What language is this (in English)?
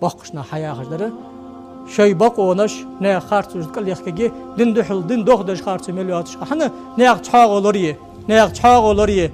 Ingush